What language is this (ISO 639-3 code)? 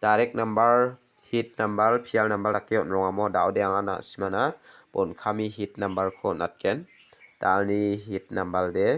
grt